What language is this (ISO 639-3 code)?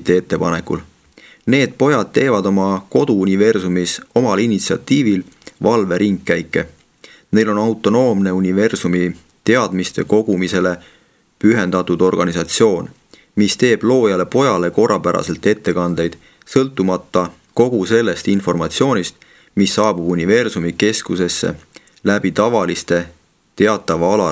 est